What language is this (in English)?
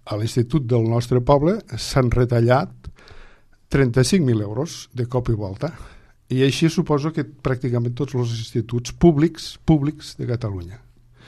Catalan